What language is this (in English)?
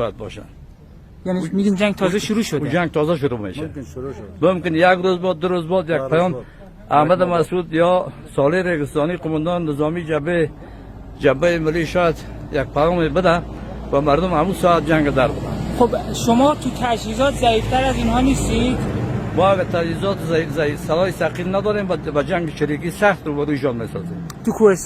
Persian